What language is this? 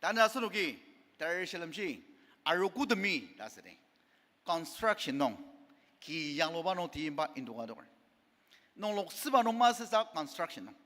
Ao Naga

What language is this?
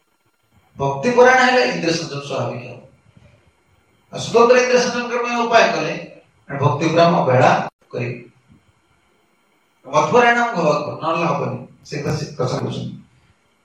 Odia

